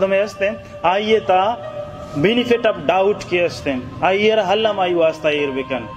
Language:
Baluchi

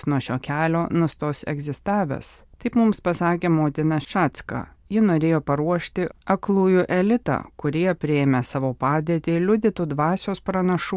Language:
Lithuanian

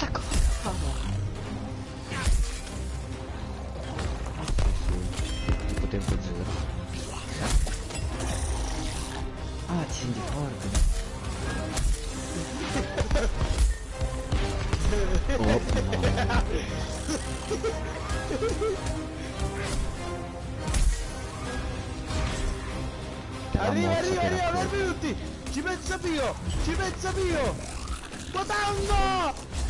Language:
Italian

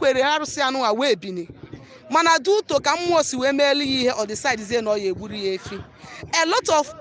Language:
Igbo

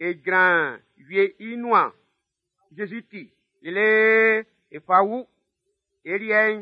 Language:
Baoulé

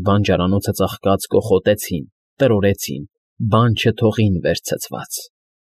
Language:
Armenian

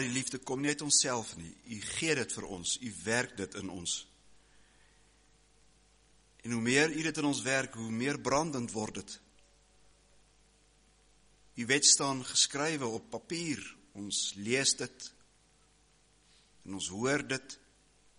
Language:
Afrikaans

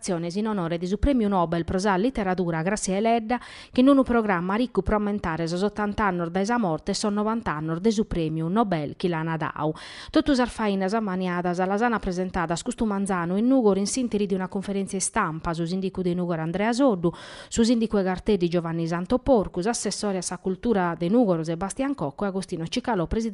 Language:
Sardinian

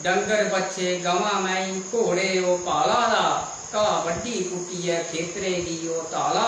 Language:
Dogri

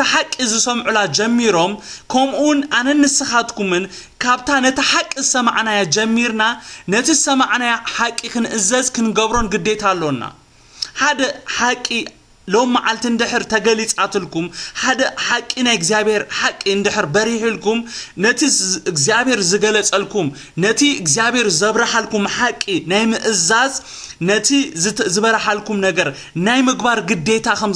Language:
Tigrinya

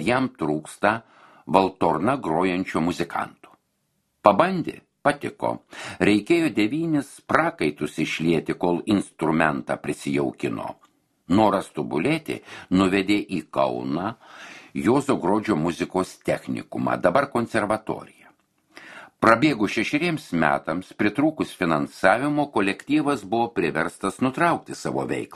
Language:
Lithuanian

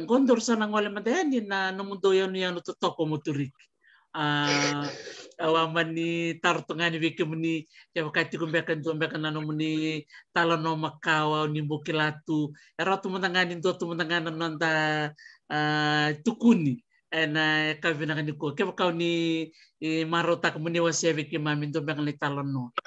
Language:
Fijian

